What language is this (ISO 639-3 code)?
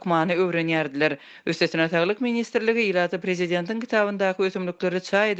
tuk